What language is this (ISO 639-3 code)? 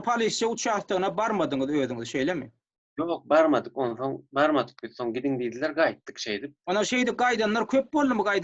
tuk